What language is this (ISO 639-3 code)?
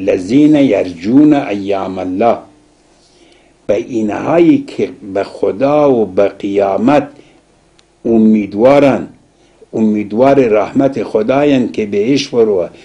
fas